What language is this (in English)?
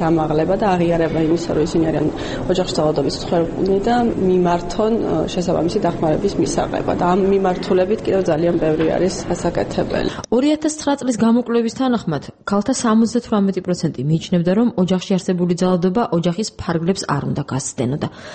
Georgian